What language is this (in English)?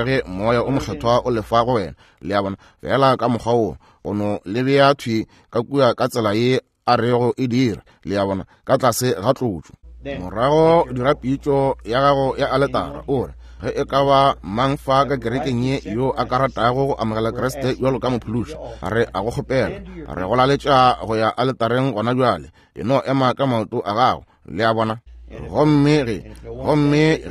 Northern Sotho